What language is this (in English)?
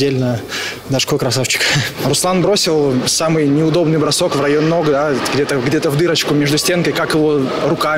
Russian